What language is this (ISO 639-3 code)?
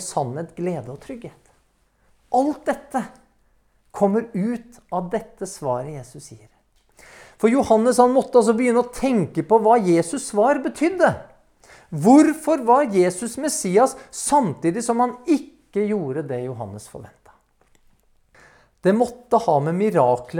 nor